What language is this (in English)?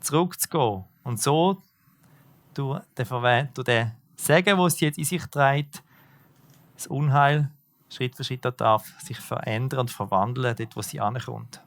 Swiss German